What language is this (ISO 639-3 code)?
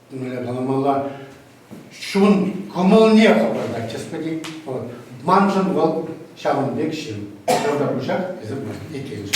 chv